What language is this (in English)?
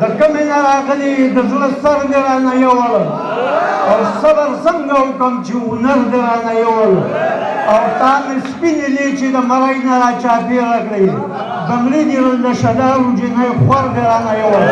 Pashto